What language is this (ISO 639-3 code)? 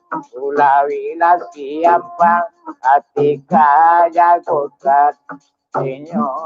min